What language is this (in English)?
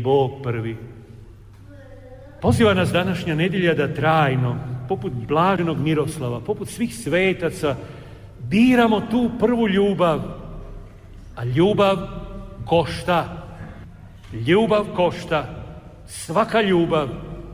Croatian